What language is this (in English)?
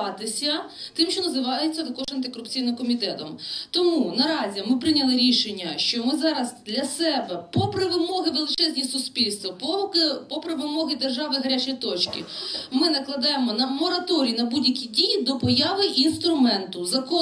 Ukrainian